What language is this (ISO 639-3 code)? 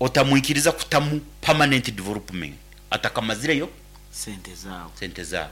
nyn